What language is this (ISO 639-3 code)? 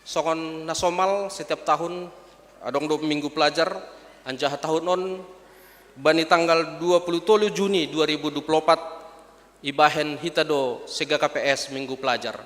bts